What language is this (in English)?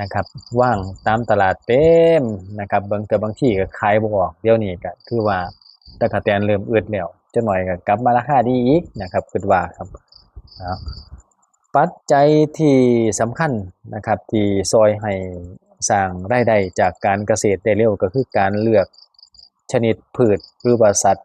Lao